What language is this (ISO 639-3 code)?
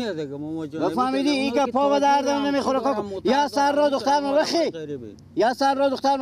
fas